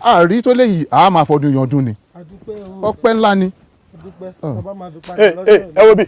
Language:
Yoruba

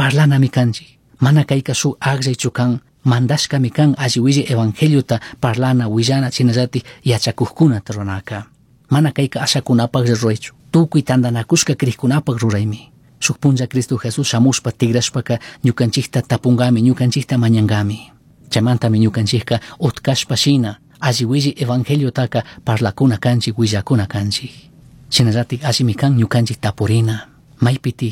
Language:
Chimborazo Highland Quichua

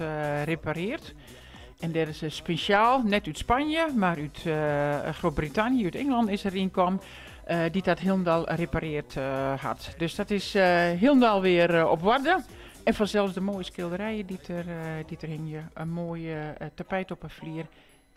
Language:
Western Frisian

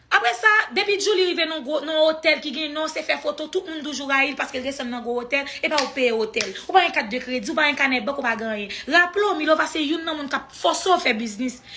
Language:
Haitian Creole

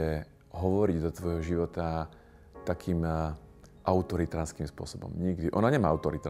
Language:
Slovak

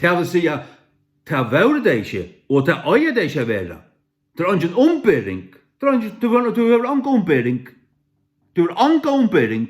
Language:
Faroese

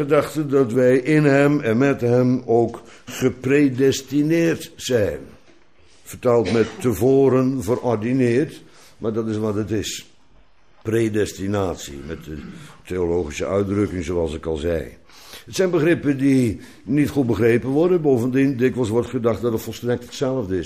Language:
Dutch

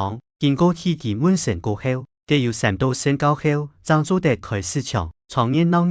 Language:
Hakka Chinese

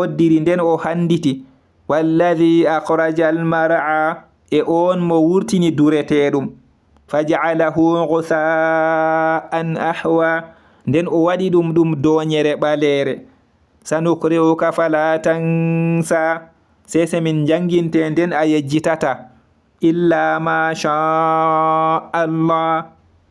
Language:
Fula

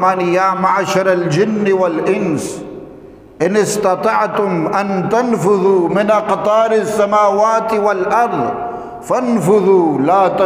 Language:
Eastern Balochi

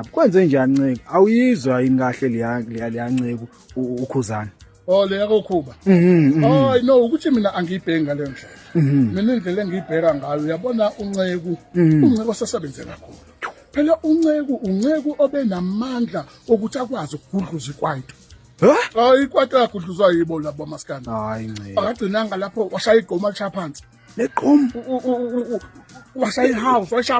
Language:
Zulu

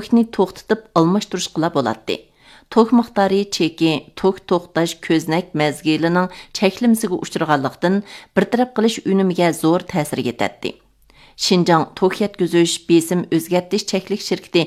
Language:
Uyghur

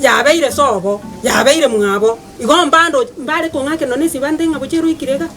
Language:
Gusii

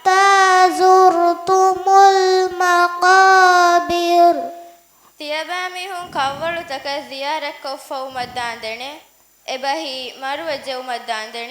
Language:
Divehi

